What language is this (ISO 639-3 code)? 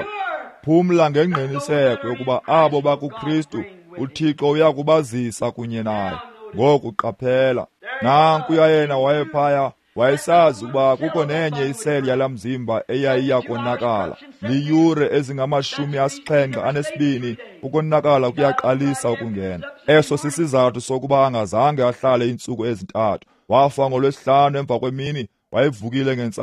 xho